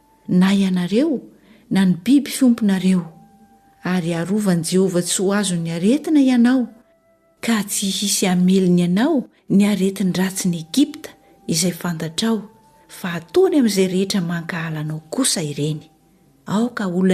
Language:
Malagasy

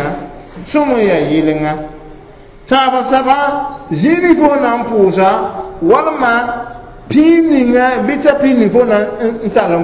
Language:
Mossi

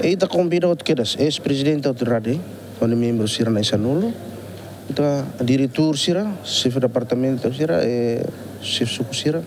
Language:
Tetum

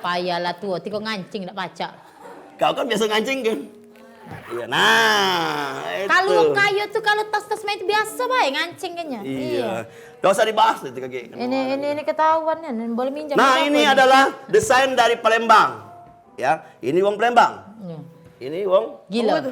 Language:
Musi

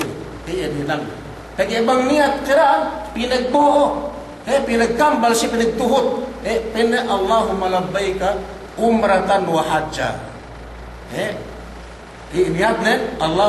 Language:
Yakan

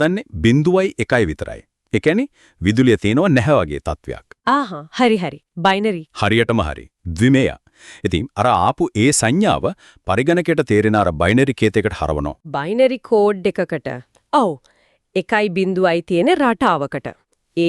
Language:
Sinhala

